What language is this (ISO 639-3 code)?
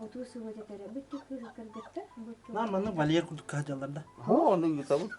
sah